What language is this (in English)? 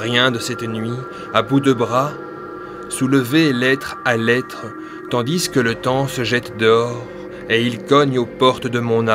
French